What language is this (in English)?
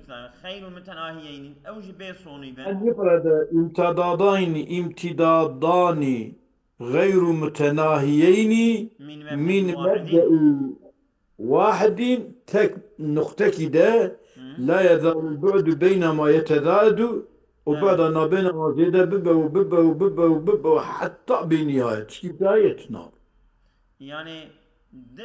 Kurdish